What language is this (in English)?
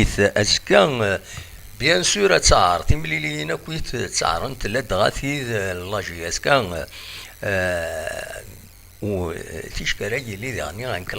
Kabyle